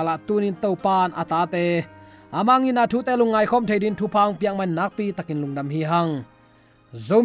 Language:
Tedim Chin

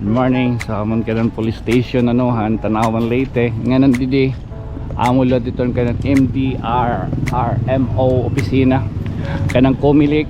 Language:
Waray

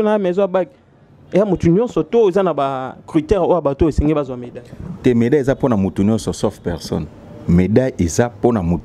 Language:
Lingala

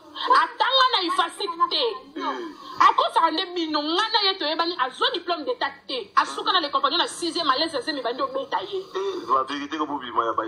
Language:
Lingala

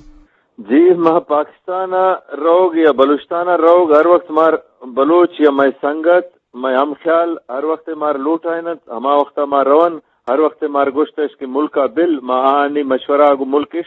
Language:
Eastern Balochi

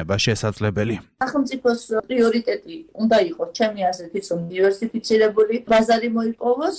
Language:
Georgian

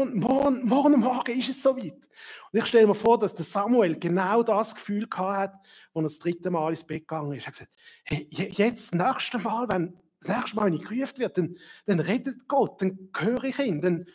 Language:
Swiss German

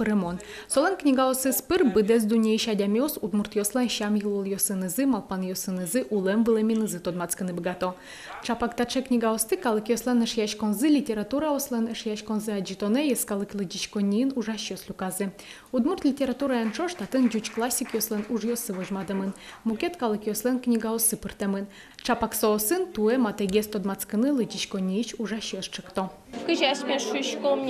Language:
Udmurt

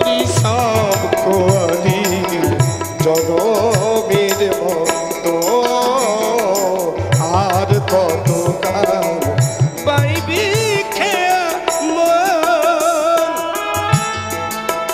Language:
Bangla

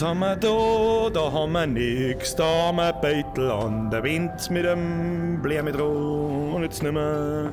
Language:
Bavarian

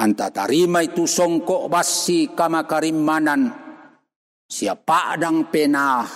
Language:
Toraja-Sa'dan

